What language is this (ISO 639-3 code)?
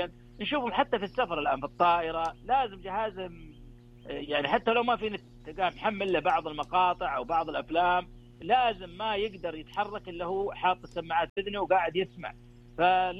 ars